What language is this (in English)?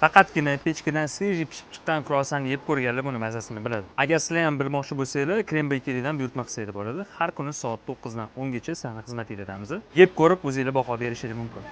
Uzbek